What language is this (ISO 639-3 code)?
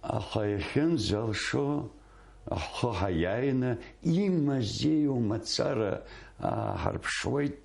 abk